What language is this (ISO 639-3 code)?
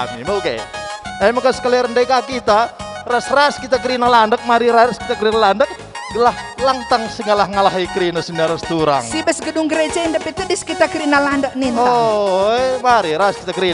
btx